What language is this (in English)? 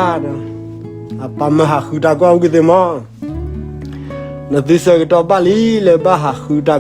S'gaw Karen